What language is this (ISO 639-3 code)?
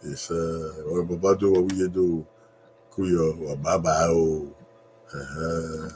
bin